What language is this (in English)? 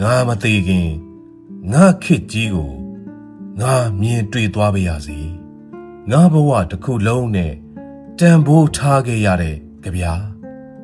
Burmese